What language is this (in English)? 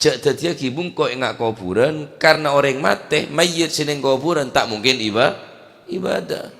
Madurese